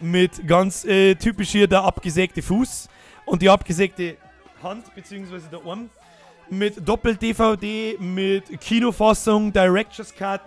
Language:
Bavarian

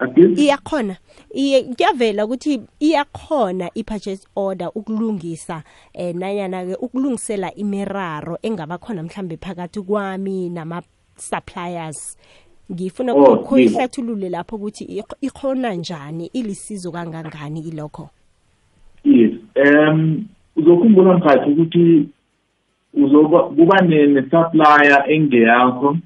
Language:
South Ndebele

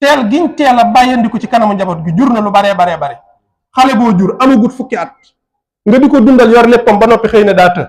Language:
Wolof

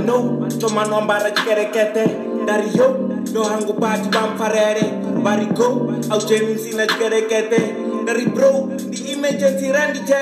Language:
Venda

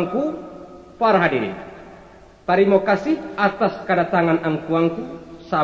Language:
Minangkabau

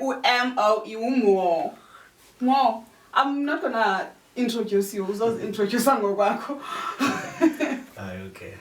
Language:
Zulu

